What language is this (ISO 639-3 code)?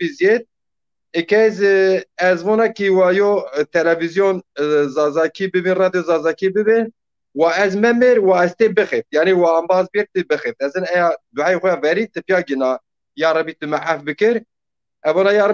zza